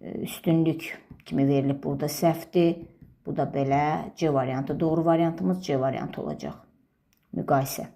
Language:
Azerbaijani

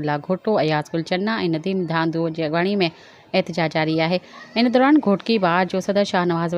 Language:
Sindhi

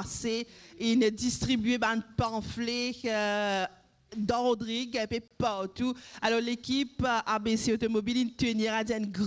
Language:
Morisyen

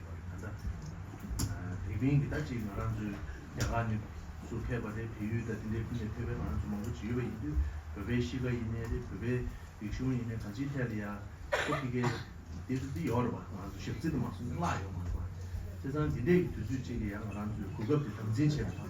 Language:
Tibetan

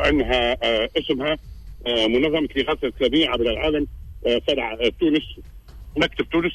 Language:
Tunisian Arabic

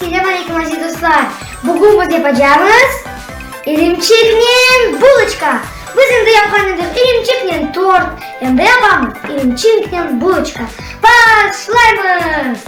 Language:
Crimean Tatar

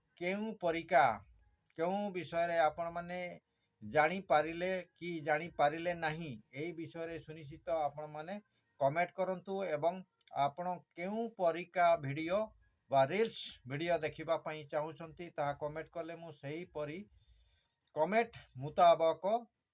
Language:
Odia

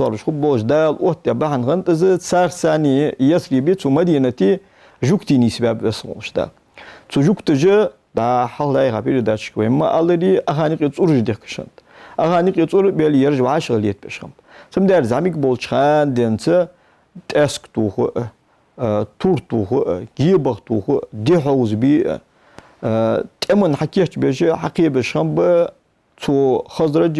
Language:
Ingush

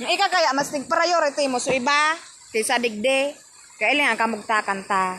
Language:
Bikol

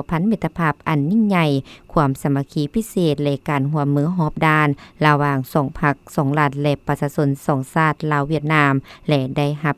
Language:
Lao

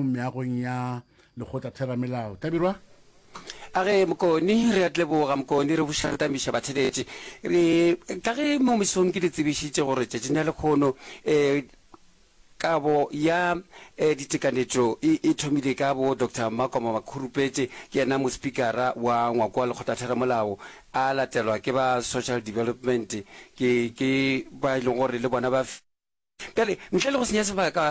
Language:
Northern Sotho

